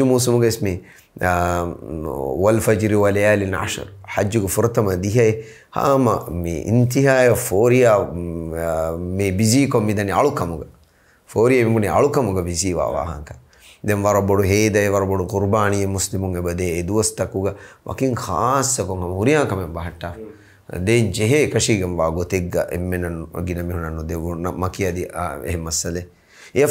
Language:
Divehi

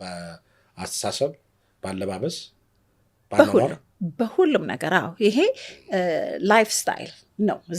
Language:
Amharic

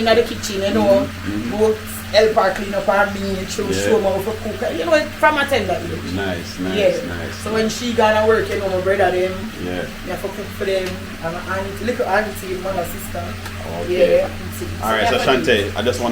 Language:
Jamaican Creole English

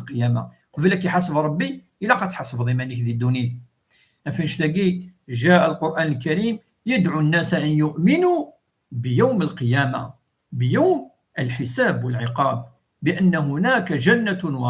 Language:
Kabyle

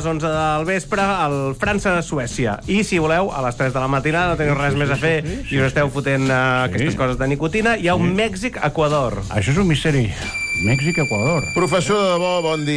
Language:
Catalan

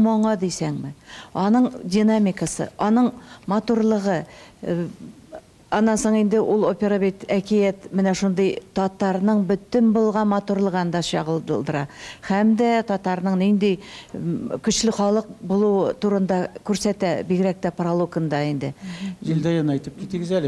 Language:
Tatar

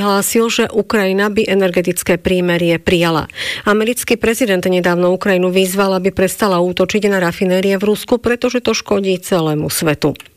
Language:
Slovak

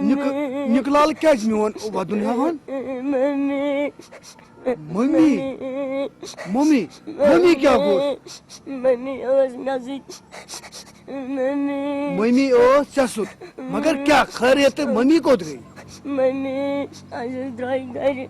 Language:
Kashmiri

